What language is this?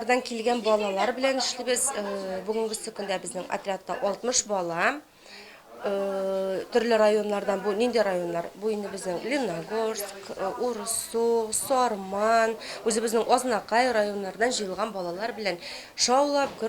Tatar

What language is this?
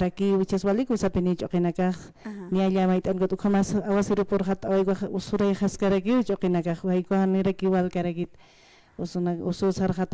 Aymara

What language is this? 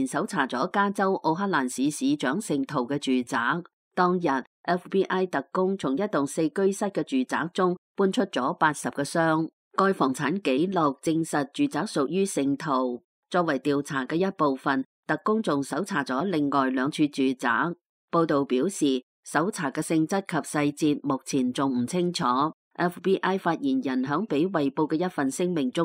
Cantonese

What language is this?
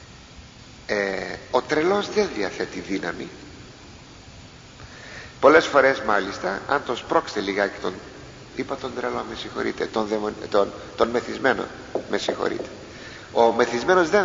Greek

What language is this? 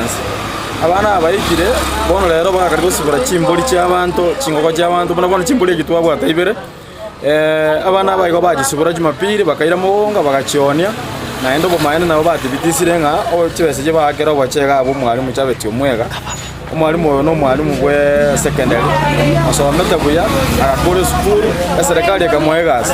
Gusii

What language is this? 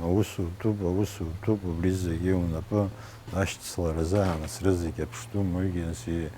Abkhazian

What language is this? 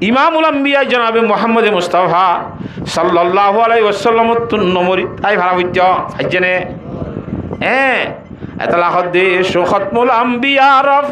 Rohingya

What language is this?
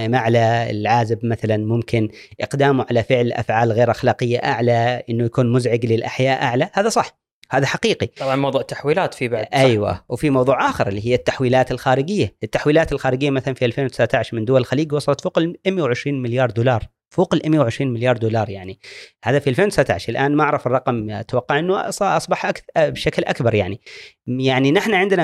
Gulf Arabic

